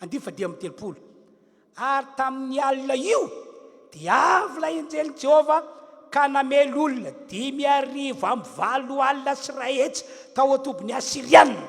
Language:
Malagasy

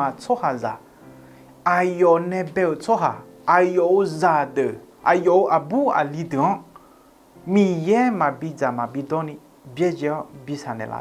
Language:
Akha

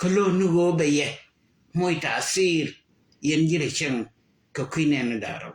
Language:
Nuer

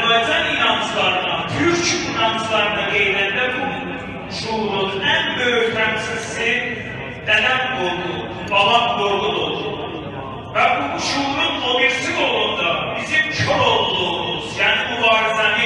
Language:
South Azerbaijani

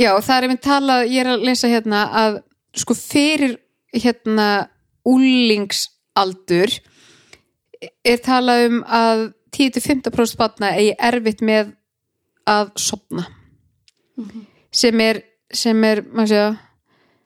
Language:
Icelandic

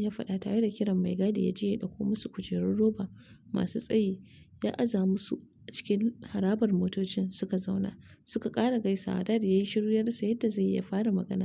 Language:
Hausa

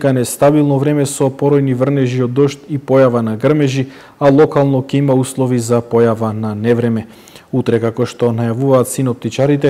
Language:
Macedonian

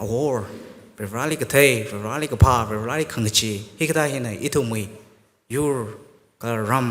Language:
Tangkhul Naga (India)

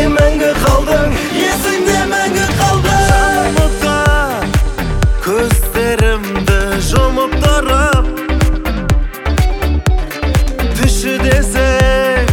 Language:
Kazakh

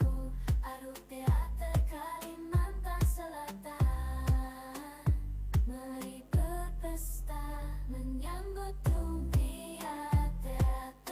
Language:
Banjar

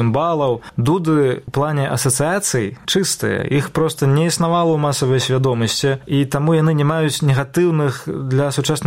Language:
Belarusian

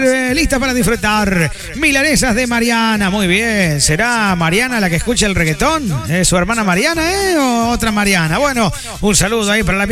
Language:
Spanish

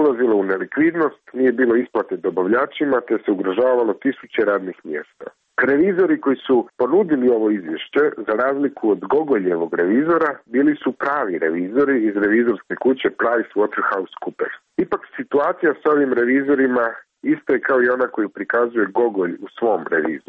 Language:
Croatian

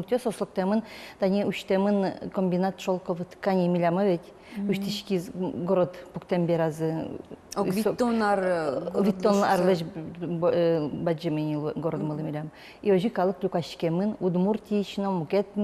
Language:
Udmurt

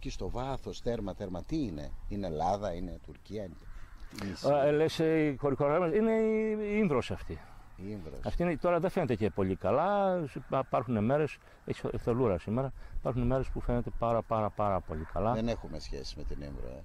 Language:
Greek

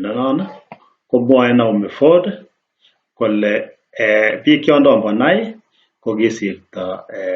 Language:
Kalenjin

